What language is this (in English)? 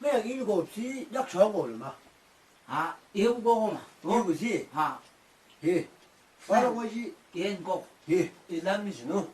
Chang Naga